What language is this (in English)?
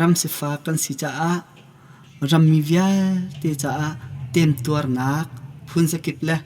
Hakha Chin